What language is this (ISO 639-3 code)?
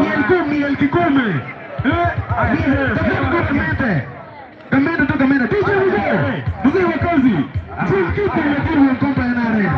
ach